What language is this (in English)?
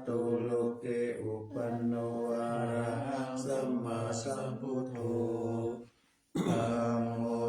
Pali